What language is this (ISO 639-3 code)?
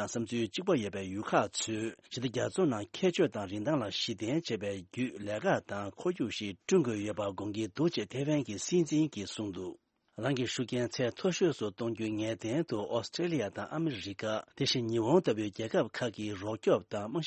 bod